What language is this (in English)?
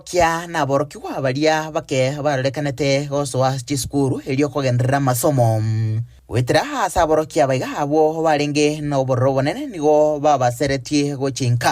Gusii